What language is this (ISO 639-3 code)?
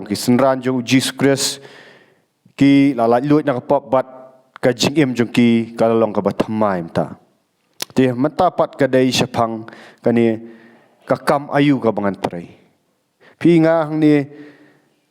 kha